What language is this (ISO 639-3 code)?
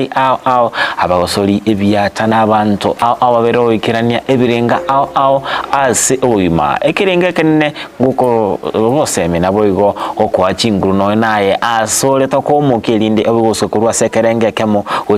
guz